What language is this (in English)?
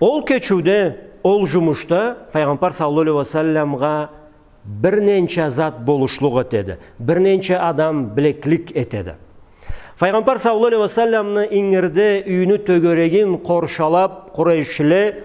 Karachay-Balkar